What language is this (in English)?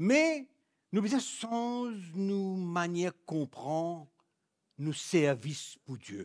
Morisyen